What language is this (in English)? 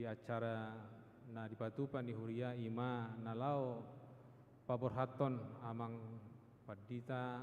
Batak Toba